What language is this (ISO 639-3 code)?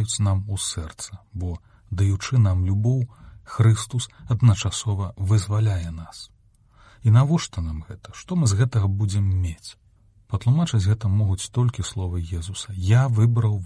bel